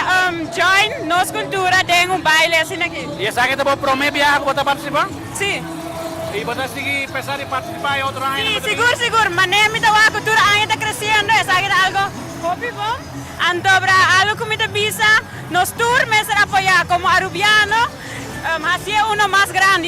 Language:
Papiamento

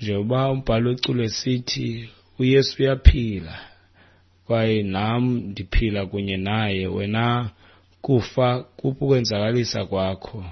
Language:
Xhosa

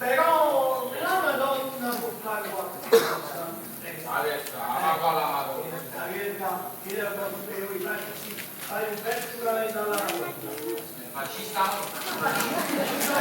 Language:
Neapolitan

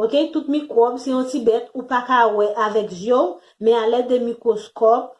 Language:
Haitian Creole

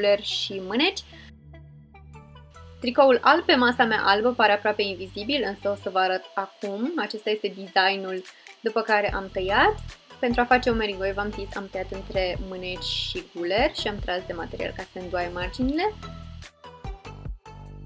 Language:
Romanian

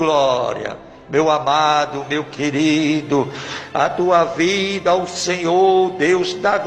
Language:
Portuguese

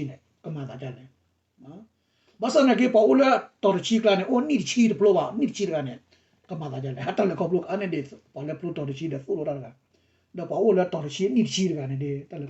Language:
S'gaw Karen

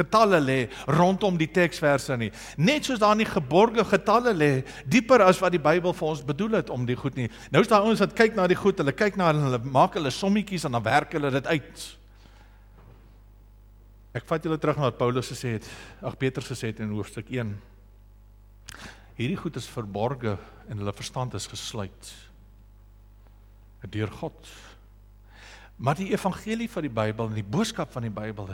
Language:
Afrikaans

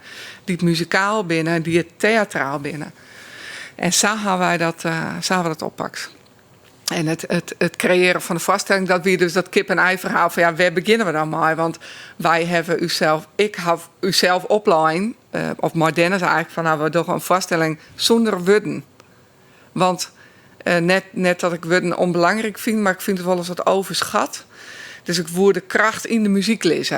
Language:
Western Frisian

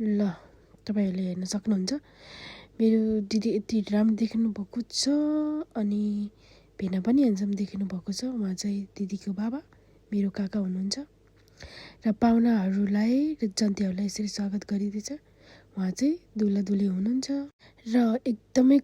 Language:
Nepali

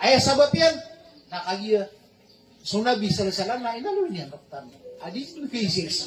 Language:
Maranao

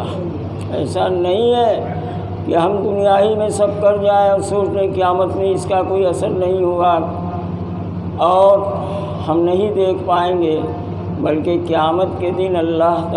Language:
Urdu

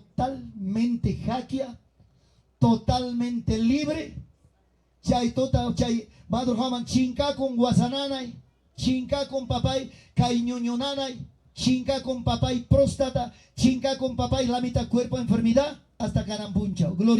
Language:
Ayacucho Quechua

